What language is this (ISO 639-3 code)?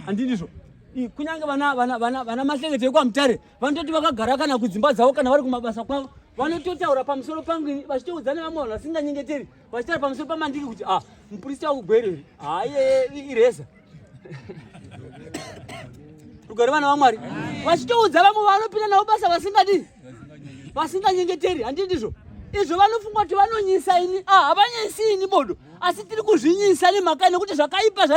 sna